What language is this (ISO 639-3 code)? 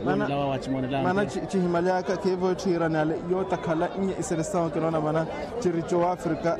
vmw